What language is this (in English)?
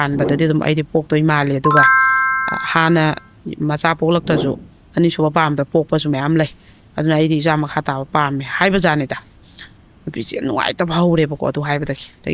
Manipuri